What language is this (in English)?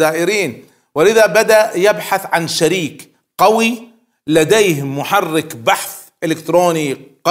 Arabic